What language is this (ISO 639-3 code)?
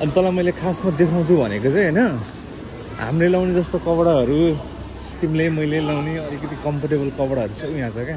nep